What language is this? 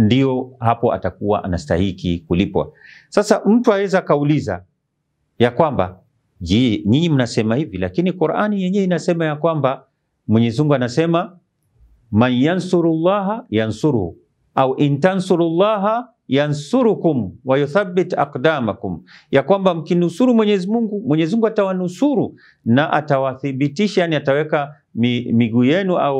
Swahili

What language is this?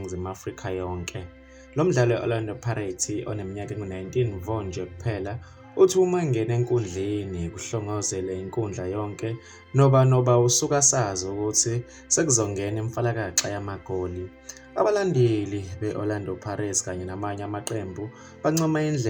Zulu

